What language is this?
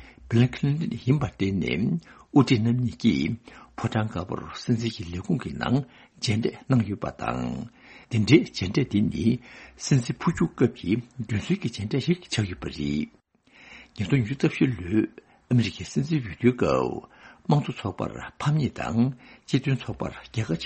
Tibetan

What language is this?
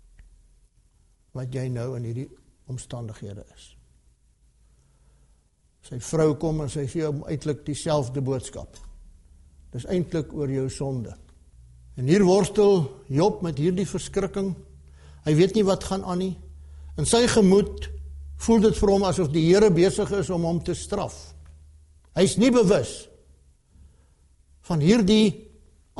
Afrikaans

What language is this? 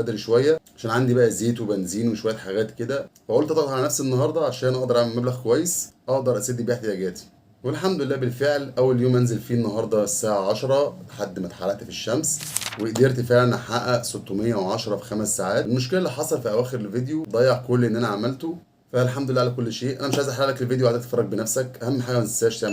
Egyptian Arabic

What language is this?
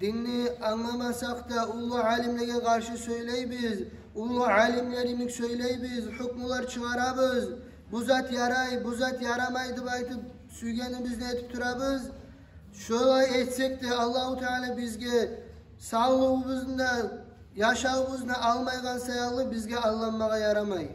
Kumyk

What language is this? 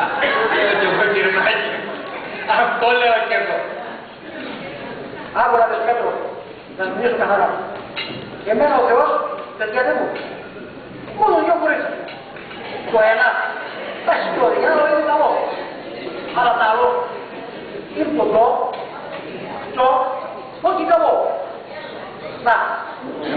Greek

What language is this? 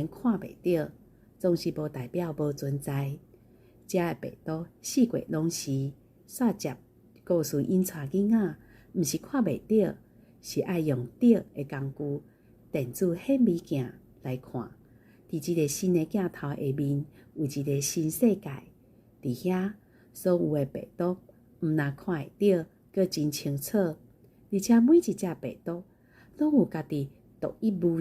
Min Nan Chinese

